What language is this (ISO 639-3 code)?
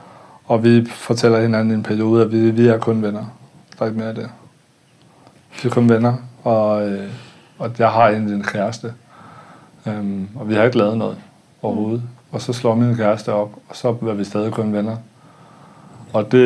dan